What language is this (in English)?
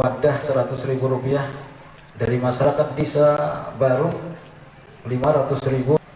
Banjar